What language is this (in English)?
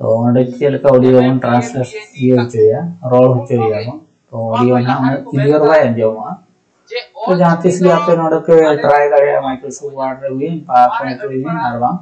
Santali